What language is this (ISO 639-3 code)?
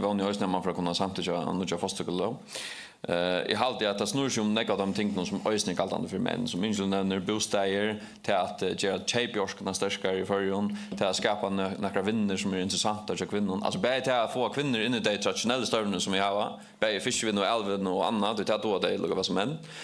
fao